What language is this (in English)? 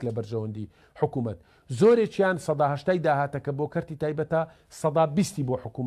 Central Kurdish